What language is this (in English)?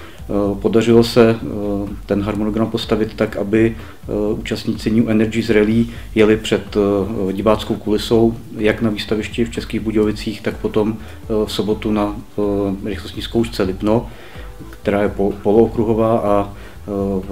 Czech